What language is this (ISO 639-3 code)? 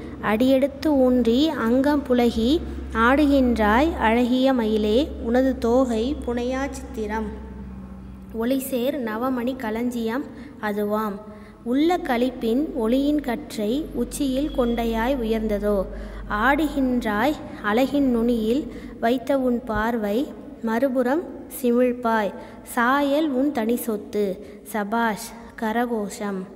tam